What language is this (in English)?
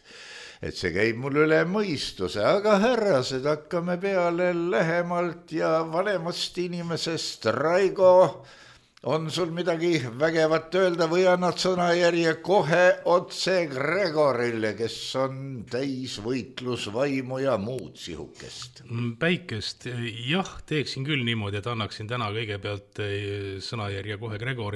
Estonian